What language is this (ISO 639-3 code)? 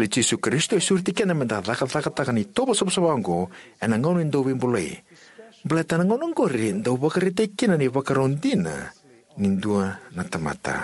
fij